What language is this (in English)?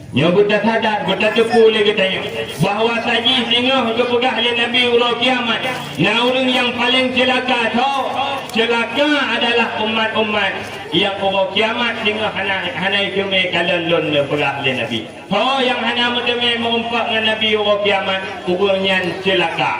Achinese